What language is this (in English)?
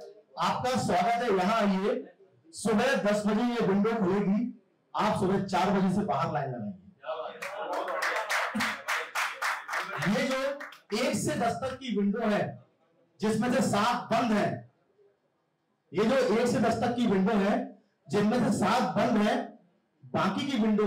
Hindi